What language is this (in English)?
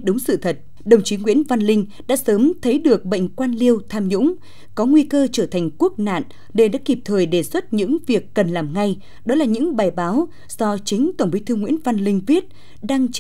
Vietnamese